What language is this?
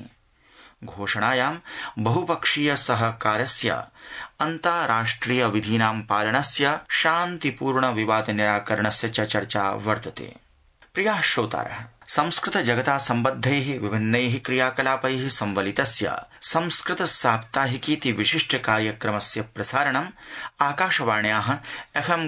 Sanskrit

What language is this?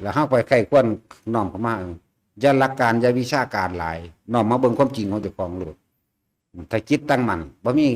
Northeastern Thai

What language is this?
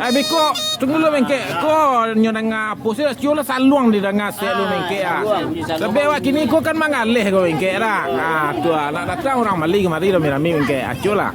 Minangkabau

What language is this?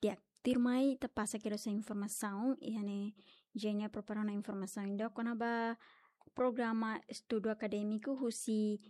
Tetum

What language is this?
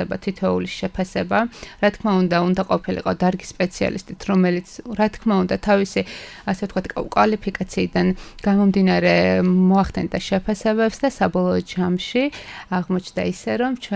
Georgian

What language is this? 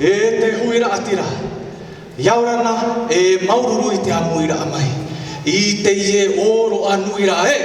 Tahitian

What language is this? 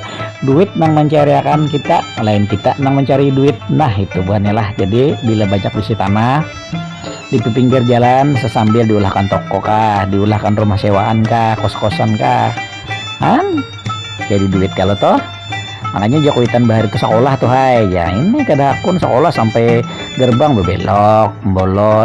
Banjar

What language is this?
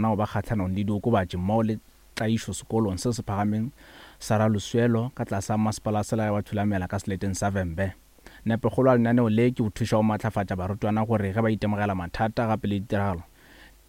Northern Sotho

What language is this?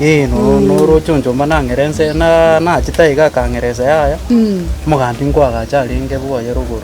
Gusii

